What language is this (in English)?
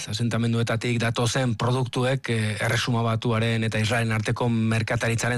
Basque